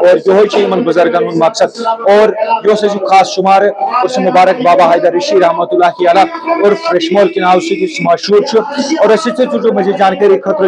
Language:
Kashmiri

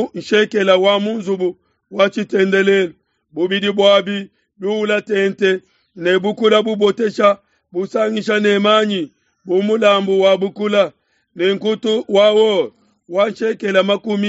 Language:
Luba-Lulua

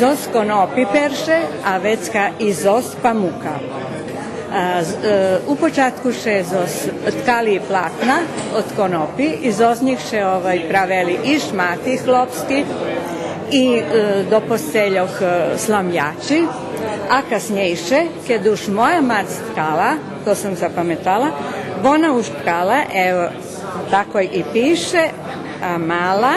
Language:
Rusyn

